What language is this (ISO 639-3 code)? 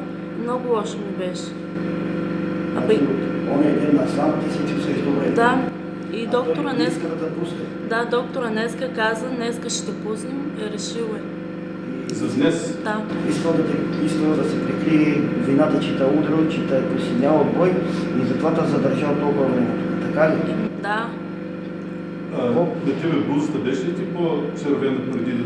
bul